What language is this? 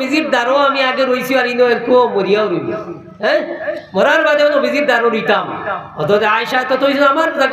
Sylheti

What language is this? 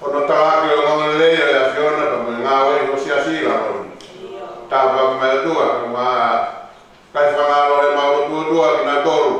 Tongan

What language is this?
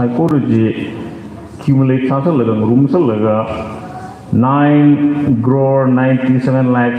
Tangkhul Naga (India)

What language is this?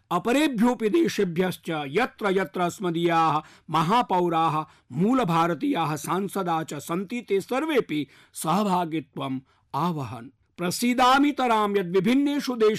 Sanskrit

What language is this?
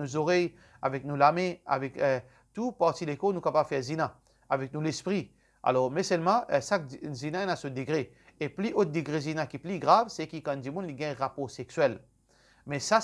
Morisyen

